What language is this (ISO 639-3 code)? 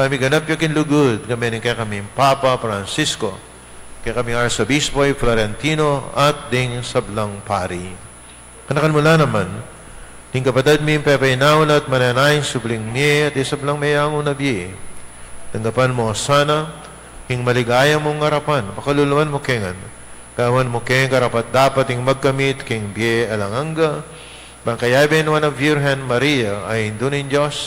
pam